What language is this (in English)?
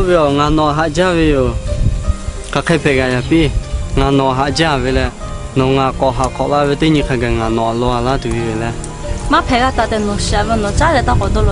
Lahu